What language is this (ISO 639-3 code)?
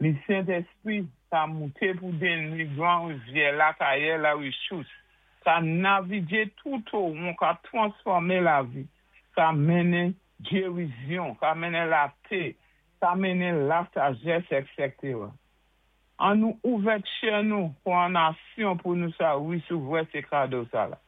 acf